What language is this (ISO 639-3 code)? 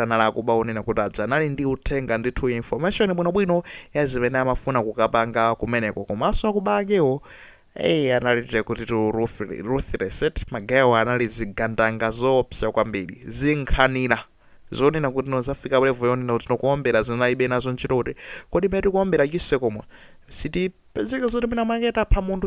nya